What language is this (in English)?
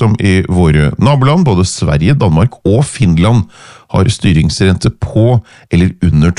Norwegian